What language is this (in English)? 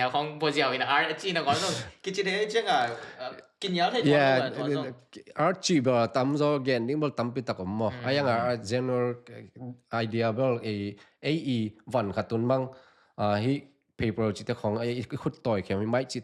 Tedim Chin